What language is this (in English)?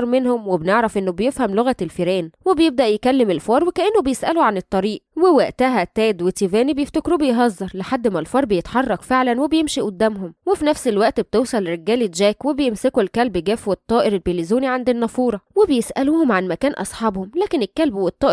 Egyptian Arabic